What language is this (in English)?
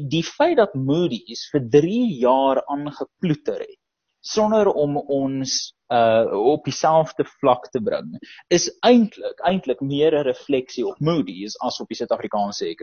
Afrikaans